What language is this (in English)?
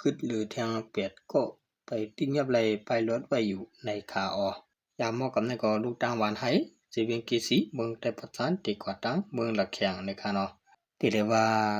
Shan